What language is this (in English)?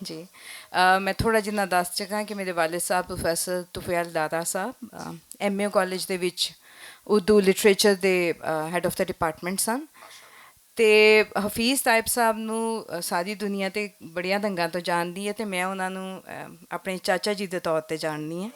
Western Panjabi